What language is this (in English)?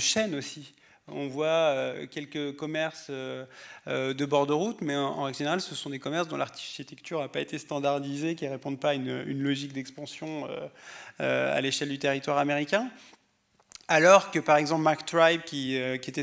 French